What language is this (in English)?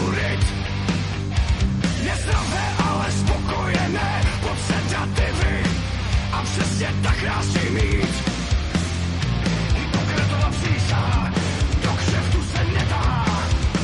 Czech